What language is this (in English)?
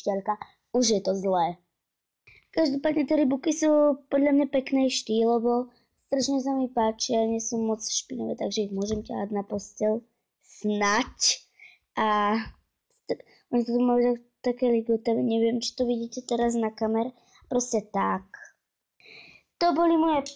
Slovak